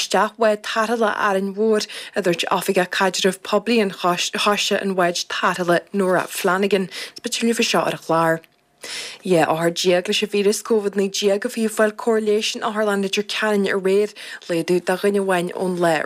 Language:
Irish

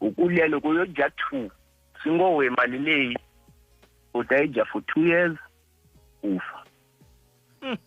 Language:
Tsonga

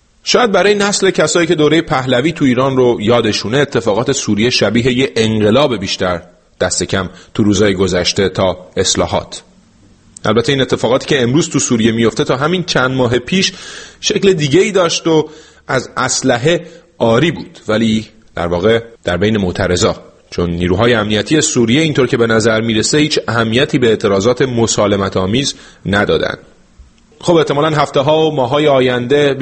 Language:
Persian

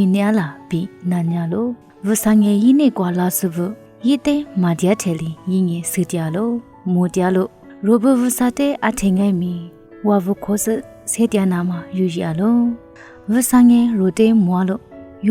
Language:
Lisu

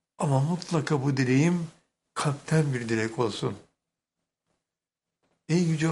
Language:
Turkish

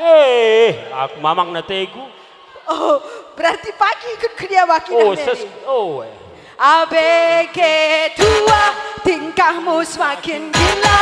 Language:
Batak Karo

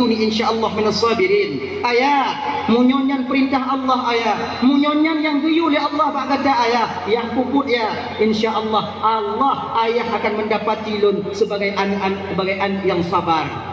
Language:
Achinese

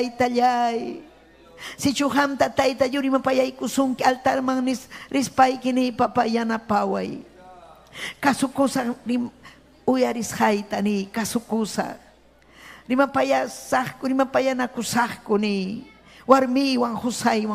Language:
Ayacucho Quechua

